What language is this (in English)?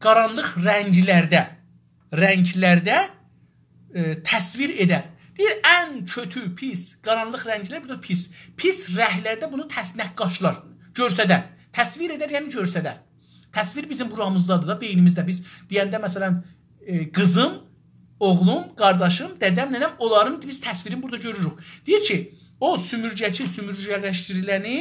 South Azerbaijani